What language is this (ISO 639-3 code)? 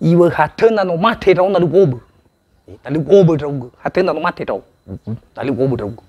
nia